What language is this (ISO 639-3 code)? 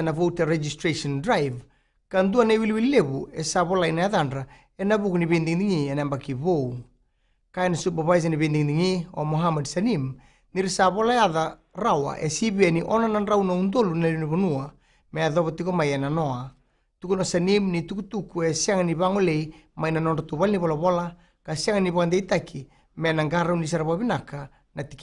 fij